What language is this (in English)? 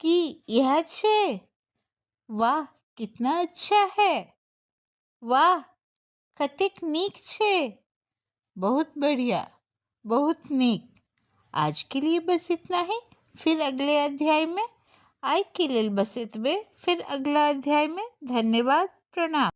Maithili